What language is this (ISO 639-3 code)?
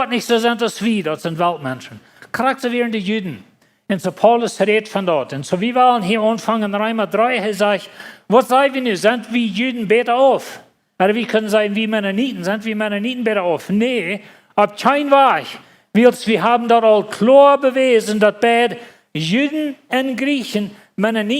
pdt